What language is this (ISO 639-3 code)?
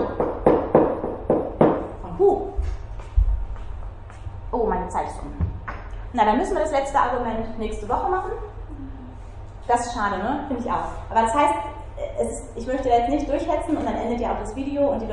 deu